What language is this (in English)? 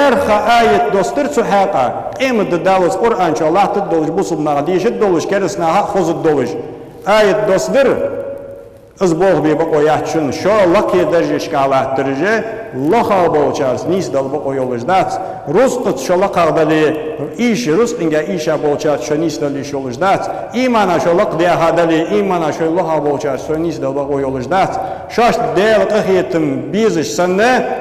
Ingush